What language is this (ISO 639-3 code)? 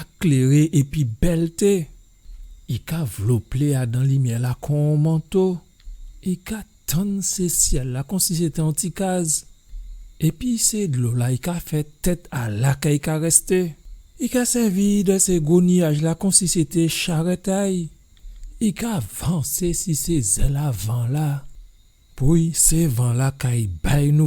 gcf